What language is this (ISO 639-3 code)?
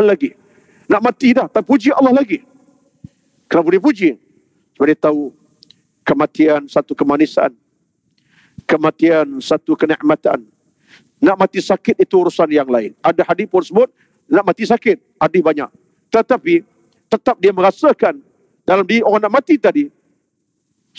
msa